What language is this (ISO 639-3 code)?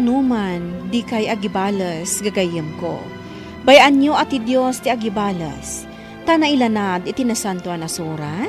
ilo